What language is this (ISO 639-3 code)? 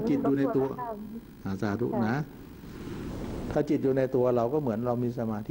tha